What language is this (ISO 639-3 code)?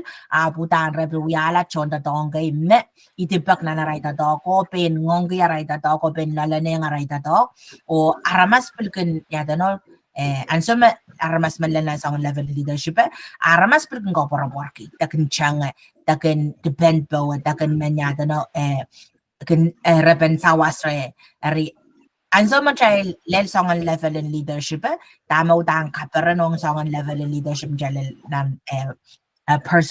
pon